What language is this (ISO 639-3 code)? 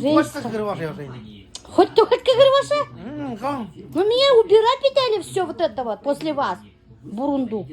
bak